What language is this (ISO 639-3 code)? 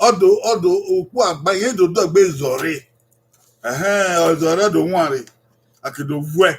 bin